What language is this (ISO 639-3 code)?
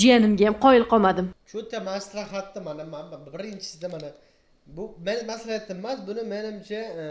uzb